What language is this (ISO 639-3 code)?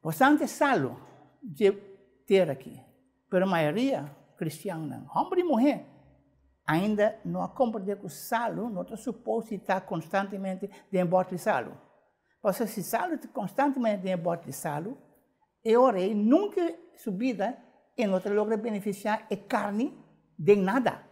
pap